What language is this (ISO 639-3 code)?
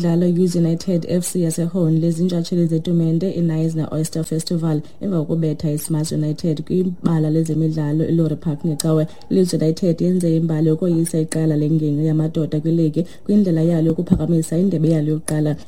xho